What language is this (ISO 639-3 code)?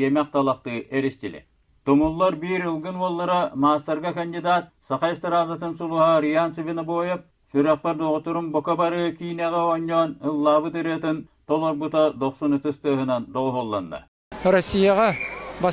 sah